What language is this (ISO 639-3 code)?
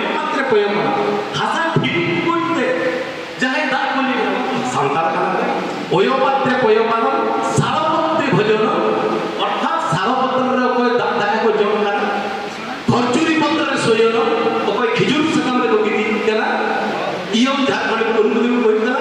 sat